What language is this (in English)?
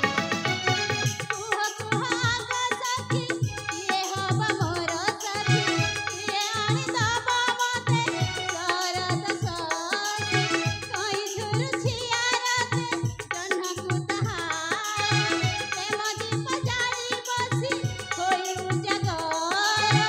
Bhojpuri